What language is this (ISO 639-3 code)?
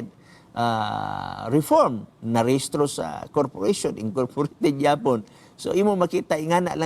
ceb